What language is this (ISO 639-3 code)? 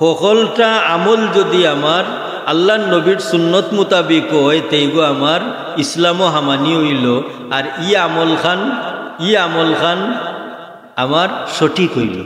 syl